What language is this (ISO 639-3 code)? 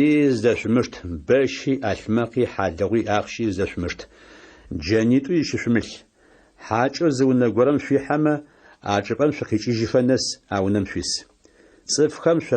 ady